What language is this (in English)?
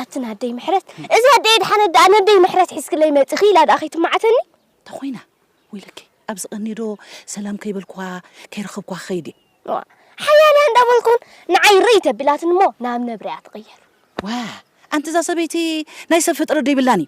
Tigrinya